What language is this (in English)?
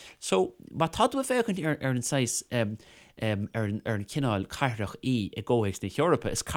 Irish